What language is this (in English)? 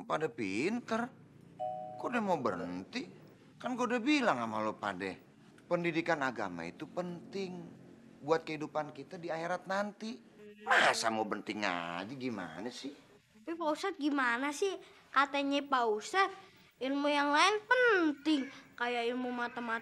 Betawi